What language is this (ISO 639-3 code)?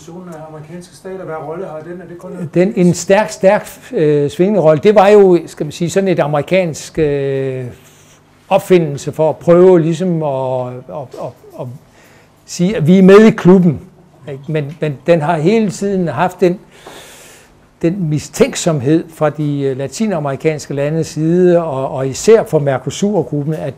dan